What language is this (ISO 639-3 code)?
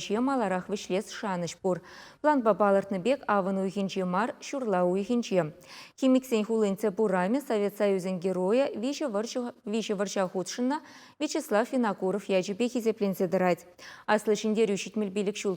chv